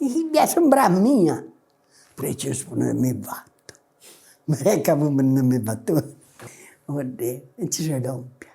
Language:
Sardinian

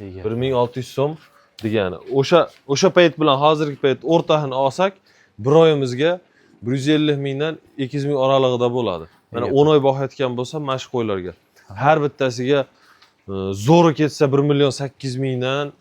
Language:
Uzbek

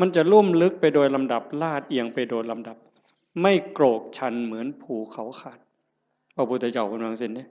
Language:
Northeastern Thai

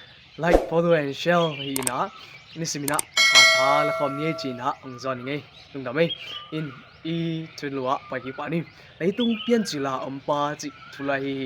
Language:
Tedim Chin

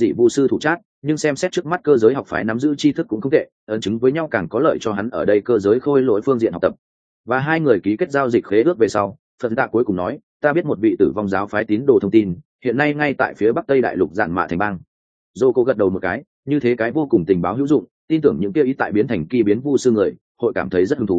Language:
Vietnamese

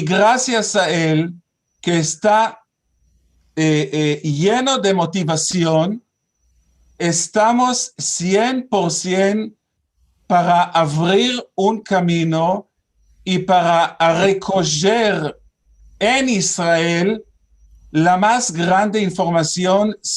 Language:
Ladino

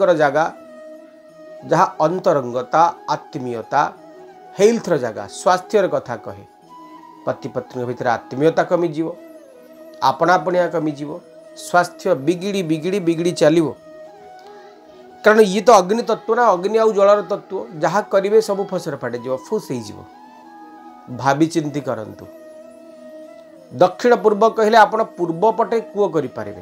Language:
Odia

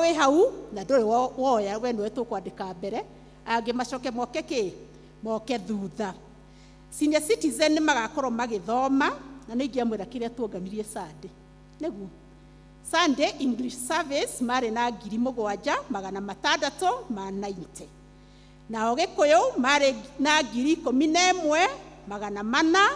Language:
Kikuyu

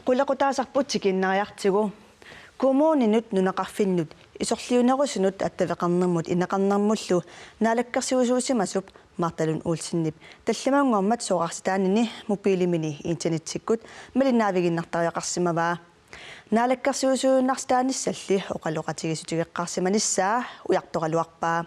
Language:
Kalaallisut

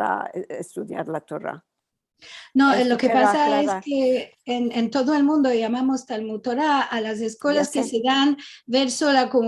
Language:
Ladino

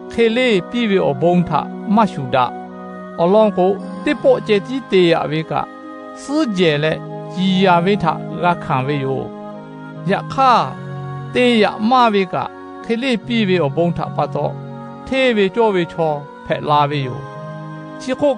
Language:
Lahu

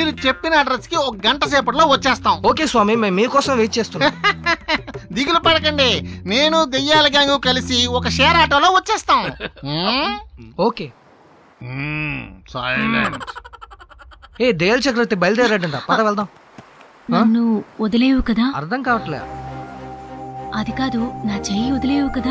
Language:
Telugu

